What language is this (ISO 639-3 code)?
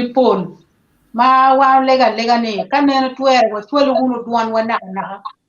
ach